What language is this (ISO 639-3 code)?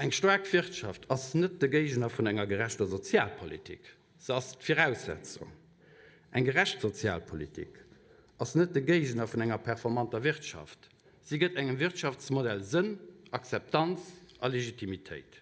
ltz